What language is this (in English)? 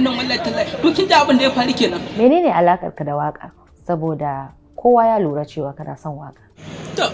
Hausa